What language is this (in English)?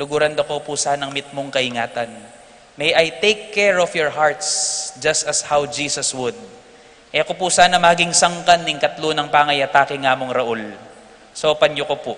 Pampanga